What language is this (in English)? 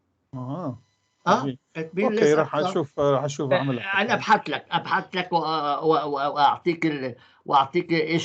North Levantine Arabic